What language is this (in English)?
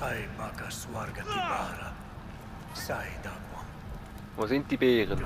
Swiss German